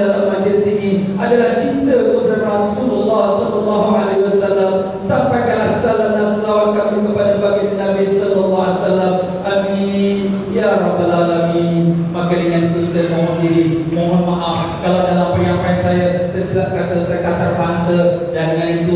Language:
Malay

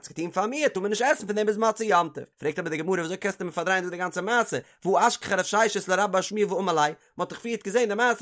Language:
Yiddish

